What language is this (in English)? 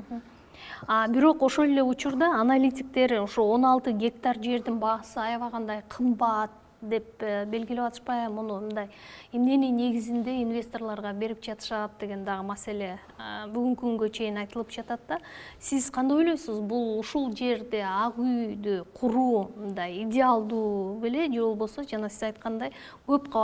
Kyrgyz